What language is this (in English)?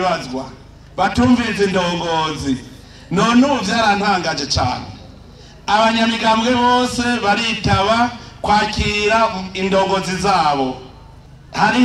Rundi